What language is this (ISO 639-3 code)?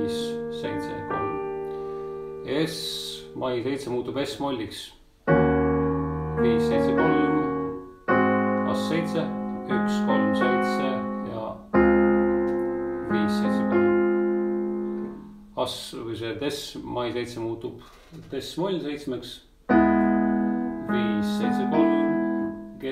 est